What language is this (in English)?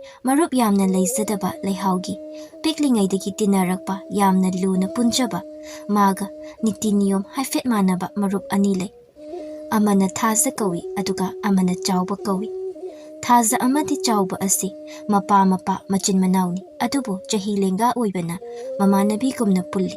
Manipuri